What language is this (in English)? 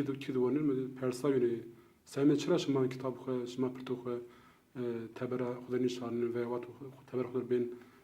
Zaza